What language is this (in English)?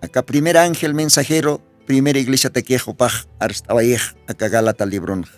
Aymara